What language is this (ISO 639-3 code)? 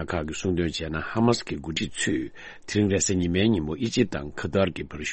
bod